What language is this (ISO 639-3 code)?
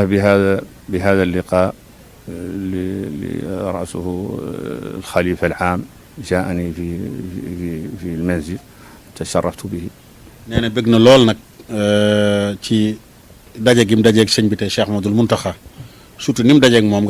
wol